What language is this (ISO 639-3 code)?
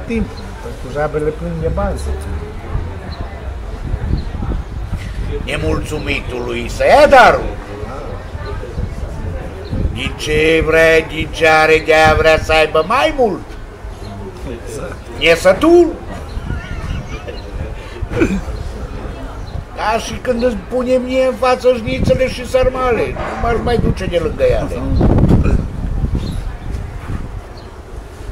ron